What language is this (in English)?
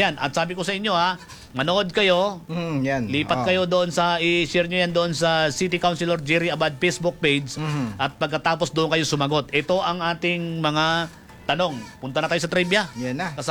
Filipino